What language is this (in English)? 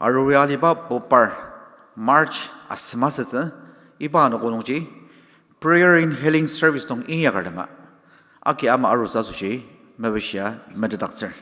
Ao Naga